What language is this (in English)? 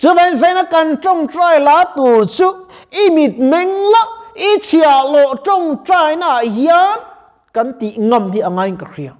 Mizo